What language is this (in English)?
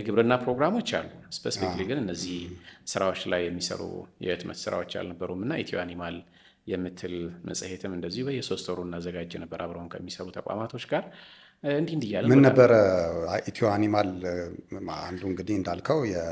Amharic